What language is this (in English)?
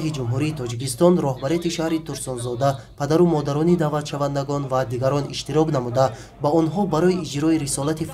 Tajik